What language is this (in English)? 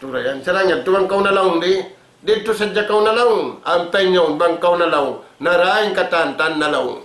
Tausug